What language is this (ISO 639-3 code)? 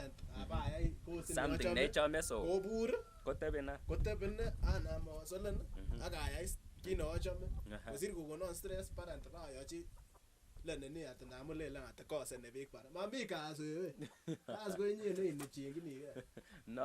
kln